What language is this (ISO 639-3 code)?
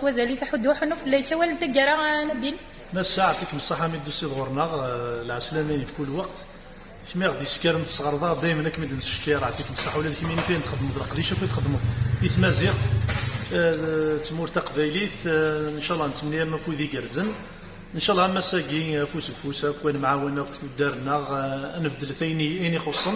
kab